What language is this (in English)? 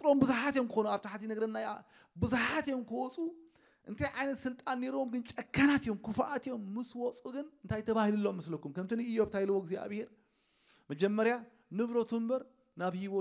Tigrinya